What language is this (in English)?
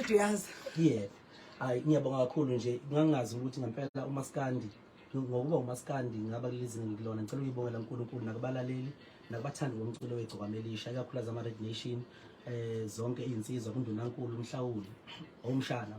Zulu